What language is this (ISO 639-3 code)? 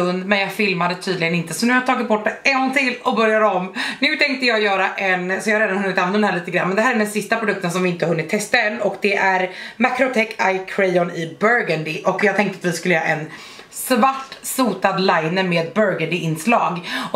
swe